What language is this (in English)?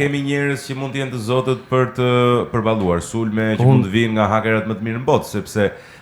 Albanian